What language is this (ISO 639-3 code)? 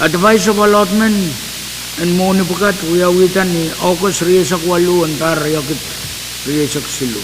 pon